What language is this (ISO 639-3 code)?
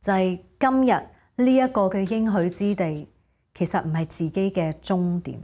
yue